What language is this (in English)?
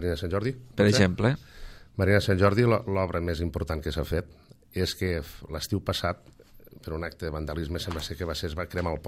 Catalan